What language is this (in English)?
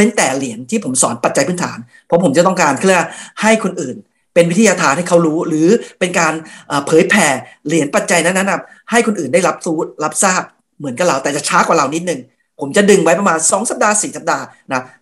Thai